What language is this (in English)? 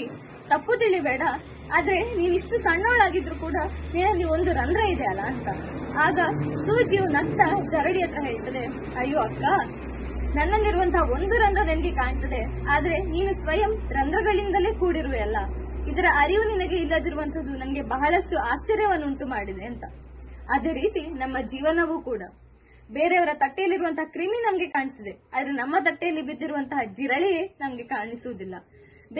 Kannada